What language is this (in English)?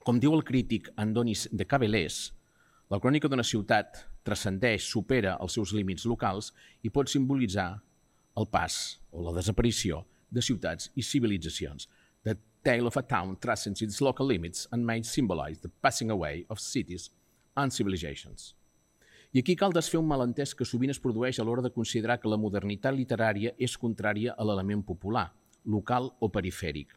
Catalan